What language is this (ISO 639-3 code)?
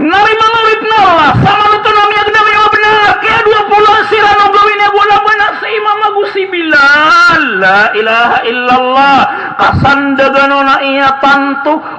mrw